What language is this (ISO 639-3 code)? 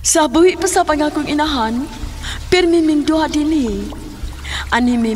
ceb